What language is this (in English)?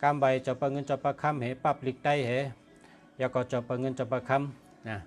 Shan